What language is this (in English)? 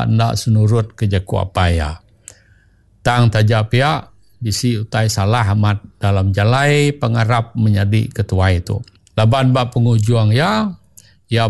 Iban